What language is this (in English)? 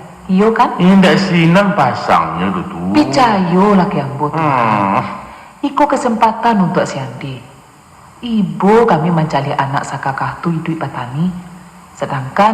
Minangkabau